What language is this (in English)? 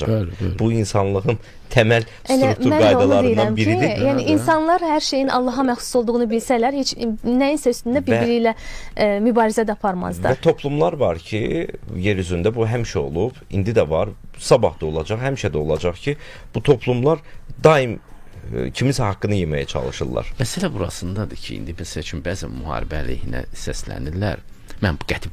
Azerbaijani